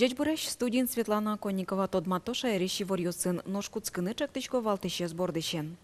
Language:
Udmurt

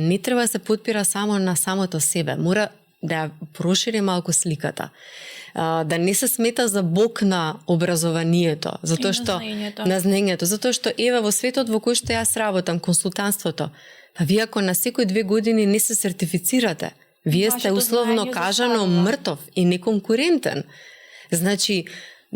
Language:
Macedonian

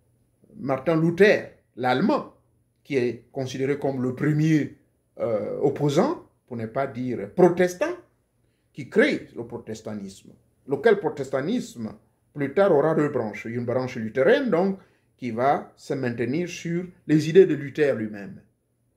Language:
French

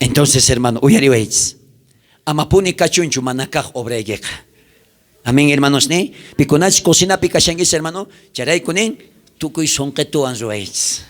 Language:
South Bolivian Quechua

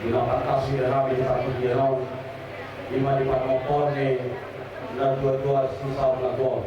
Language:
Batak Toba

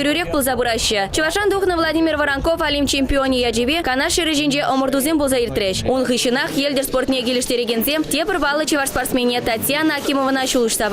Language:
Chuvash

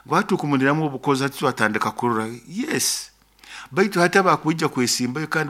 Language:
Nyoro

